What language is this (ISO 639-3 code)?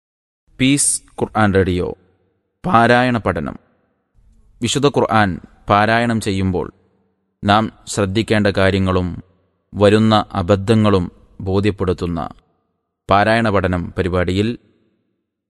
mal